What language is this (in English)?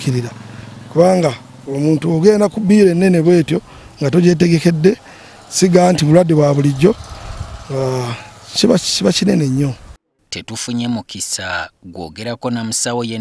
Ganda